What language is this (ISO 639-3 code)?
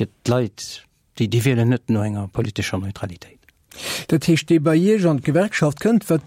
ltz